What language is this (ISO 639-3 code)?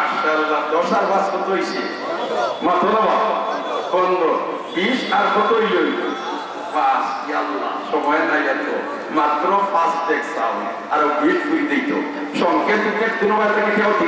syl